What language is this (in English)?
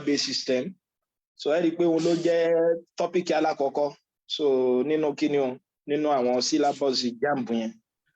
Yoruba